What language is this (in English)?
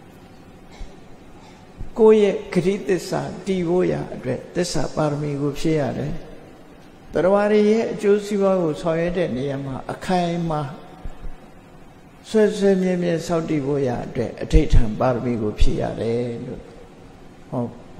Burmese